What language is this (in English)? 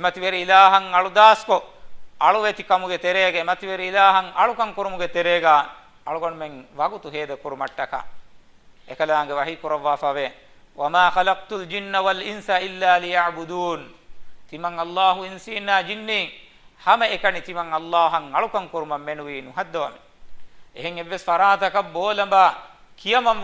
Divehi